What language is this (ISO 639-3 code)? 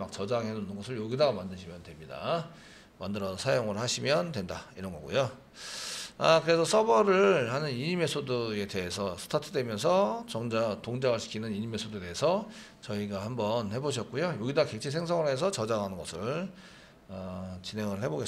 kor